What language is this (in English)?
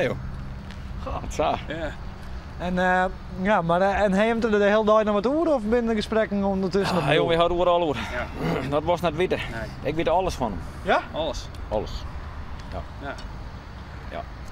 Western Frisian